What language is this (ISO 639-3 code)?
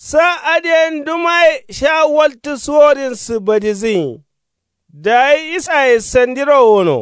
kau